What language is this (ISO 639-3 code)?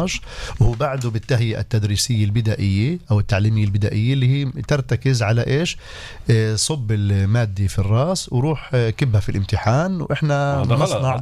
apc